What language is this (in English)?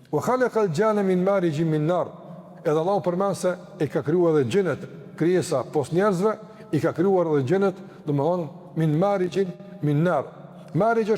Albanian